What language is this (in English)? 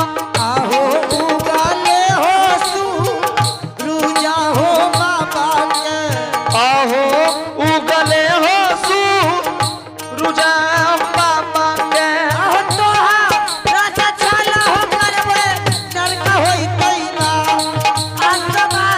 Angika